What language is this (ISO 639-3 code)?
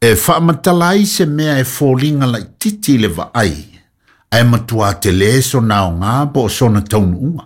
smo